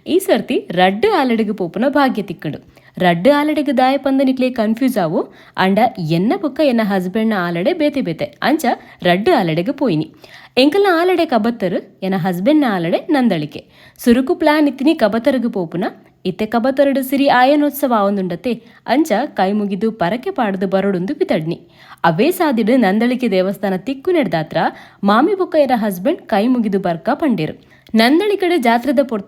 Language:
Tulu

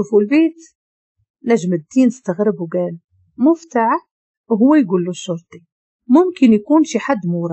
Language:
Moroccan Arabic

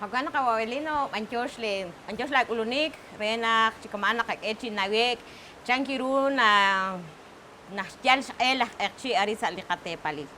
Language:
Kekchí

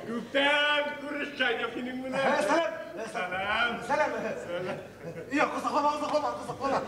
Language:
Bashkir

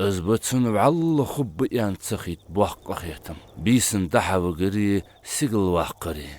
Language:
Ingush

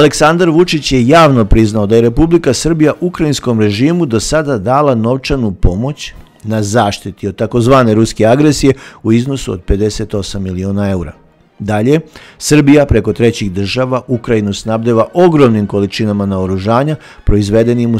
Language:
Serbian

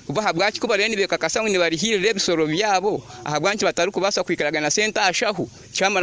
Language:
Nyoro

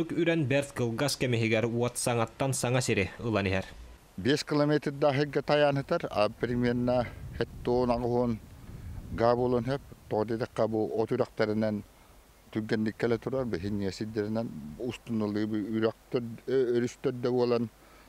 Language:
Yakut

